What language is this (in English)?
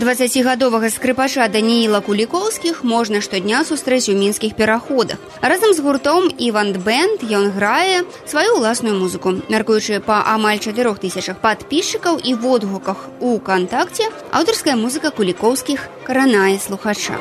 Belarusian